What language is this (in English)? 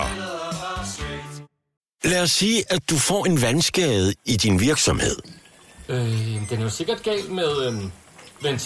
Danish